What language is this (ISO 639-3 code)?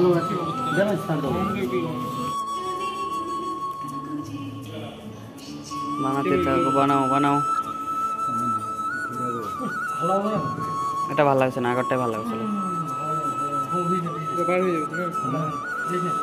ben